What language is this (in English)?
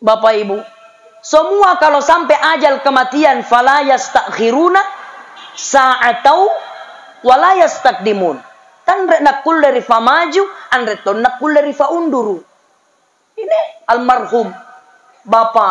Makasar